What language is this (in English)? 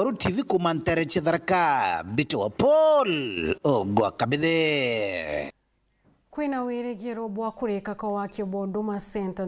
Meru